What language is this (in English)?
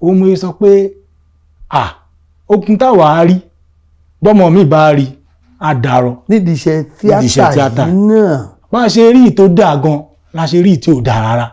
Yoruba